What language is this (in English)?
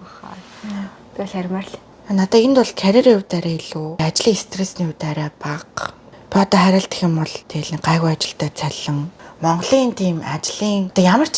Mongolian